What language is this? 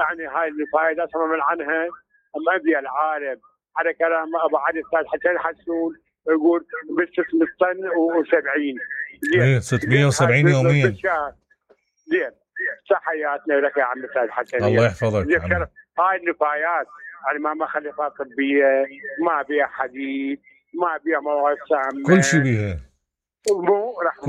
Mesopotamian Arabic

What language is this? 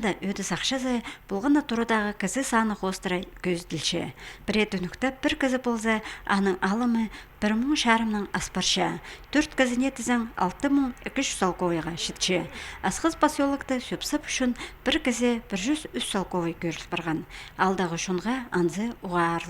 Khakas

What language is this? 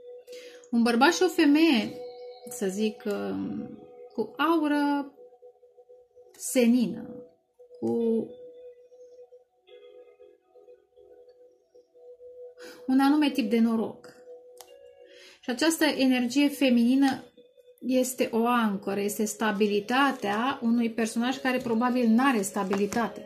Romanian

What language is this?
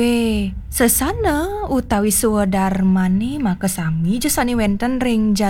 Balinese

